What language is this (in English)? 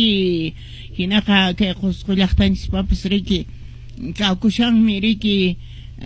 Quechua